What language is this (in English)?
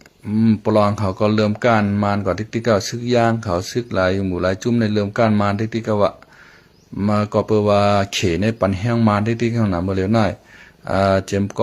Shan